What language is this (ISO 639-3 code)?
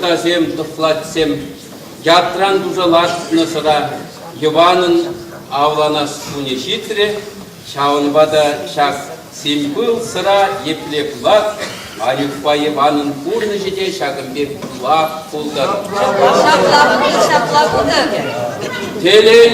chv